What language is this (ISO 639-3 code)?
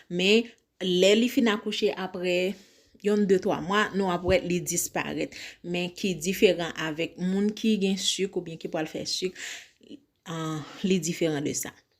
hat